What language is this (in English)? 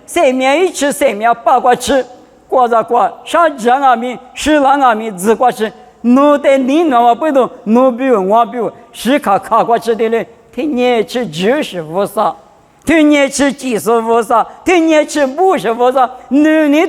Lisu